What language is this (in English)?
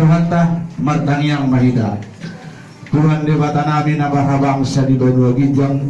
Batak Toba